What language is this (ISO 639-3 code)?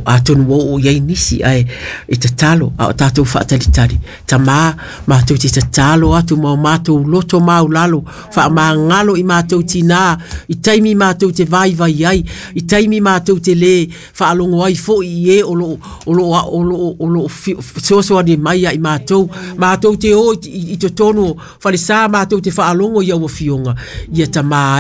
smo